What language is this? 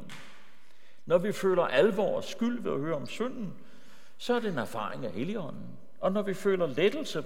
Danish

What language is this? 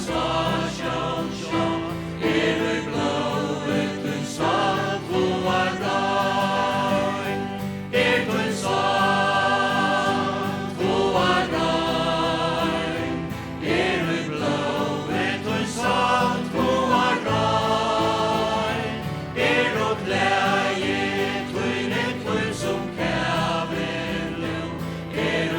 Faroese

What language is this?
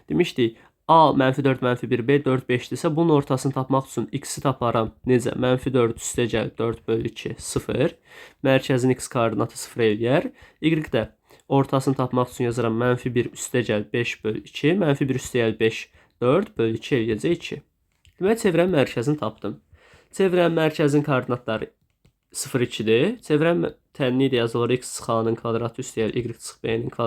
Azerbaijani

